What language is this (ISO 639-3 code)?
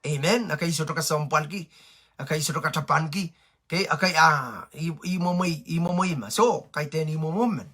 pon